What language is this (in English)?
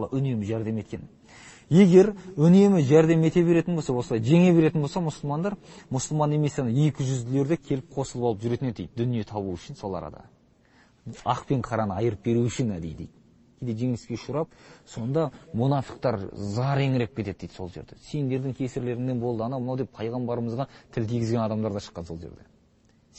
Kazakh